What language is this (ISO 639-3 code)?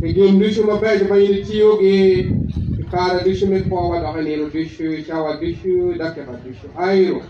ach